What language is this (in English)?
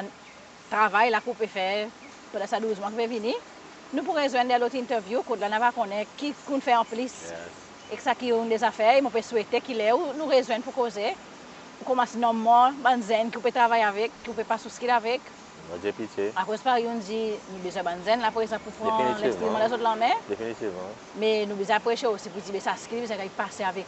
Seselwa Creole French